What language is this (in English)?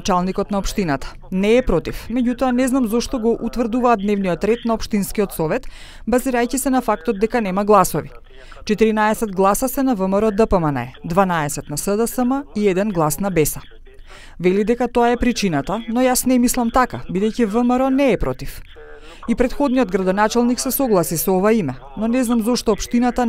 Macedonian